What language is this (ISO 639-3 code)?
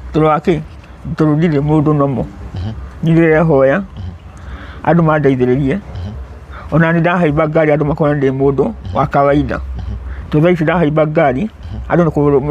kik